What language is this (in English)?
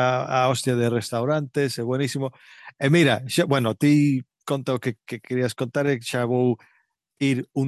Galician